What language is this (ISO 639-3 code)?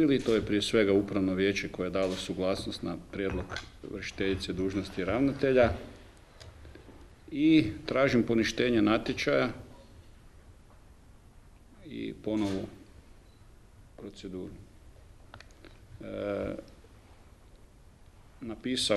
hrv